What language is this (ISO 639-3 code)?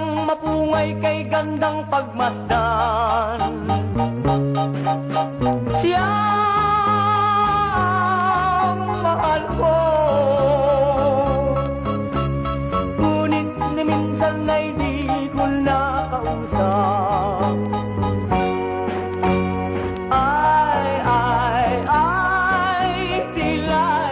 fil